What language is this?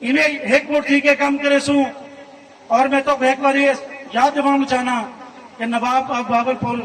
Saraiki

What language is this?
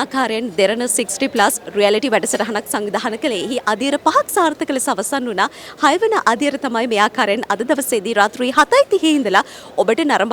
Sinhala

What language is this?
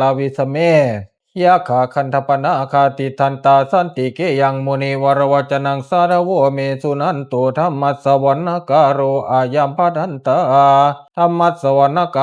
Pali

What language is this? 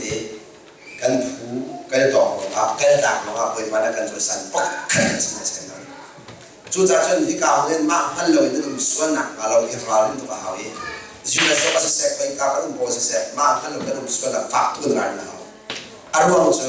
Hakha Chin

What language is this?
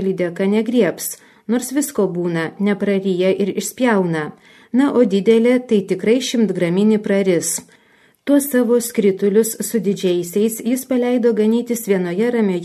Lithuanian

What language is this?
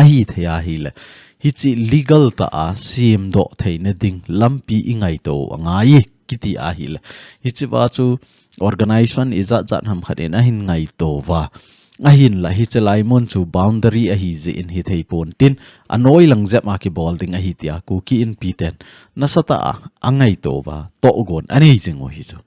Thado Chin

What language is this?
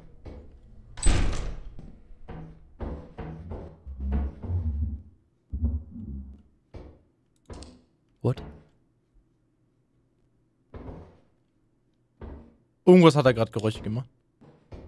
German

